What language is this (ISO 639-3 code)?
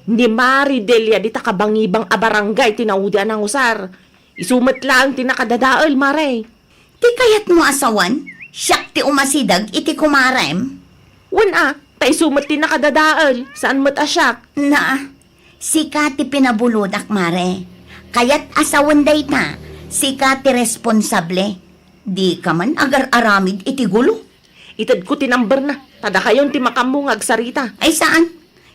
ilo